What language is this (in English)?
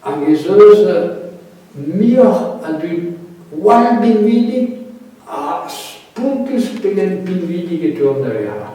Breton